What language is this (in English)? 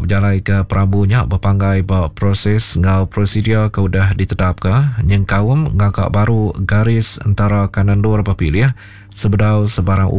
Iban